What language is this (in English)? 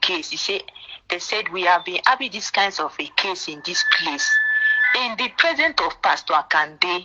Nigerian Pidgin